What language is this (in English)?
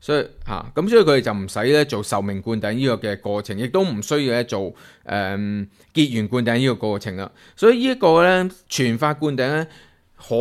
Cantonese